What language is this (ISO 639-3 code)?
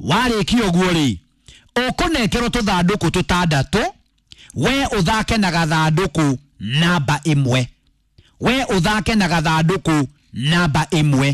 kik